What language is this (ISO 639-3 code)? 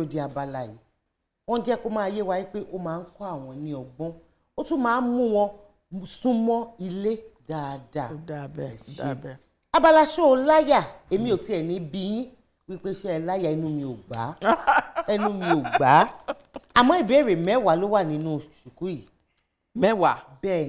yor